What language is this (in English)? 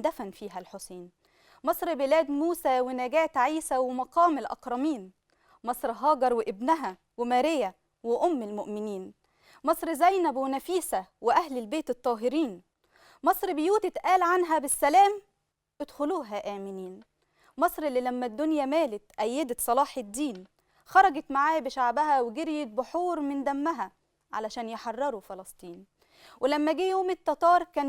Egyptian Arabic